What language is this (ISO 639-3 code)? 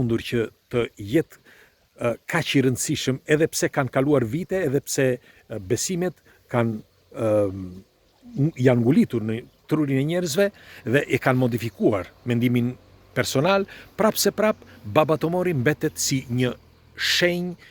sqi